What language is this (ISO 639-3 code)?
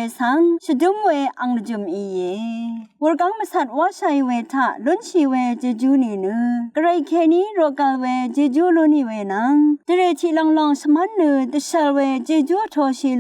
raw